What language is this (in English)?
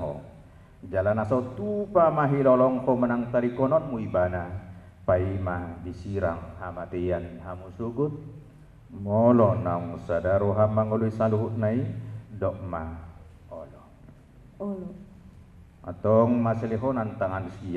Batak Toba